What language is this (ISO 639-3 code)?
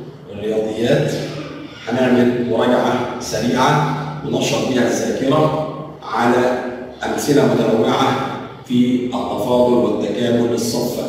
arz